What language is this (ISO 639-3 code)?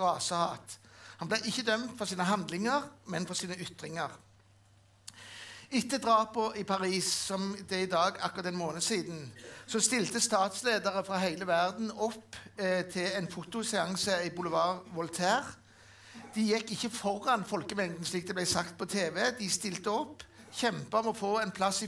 nor